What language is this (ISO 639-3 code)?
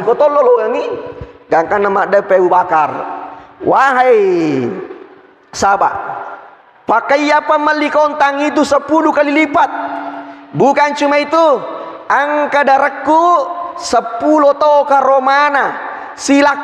bug